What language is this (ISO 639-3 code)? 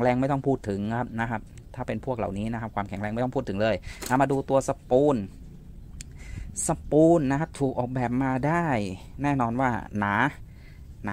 tha